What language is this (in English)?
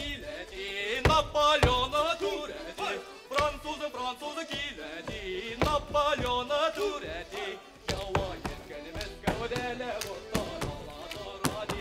Bashkir